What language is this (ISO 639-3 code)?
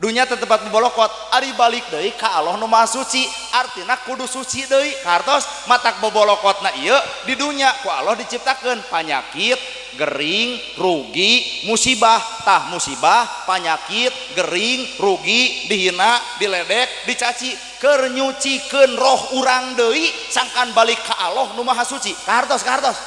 sun